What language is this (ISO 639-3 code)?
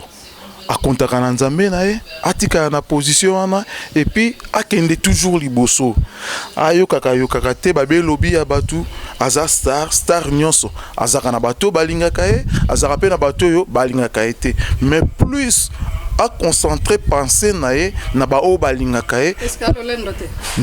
lin